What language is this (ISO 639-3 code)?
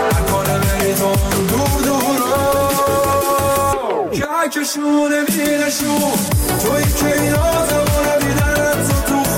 fas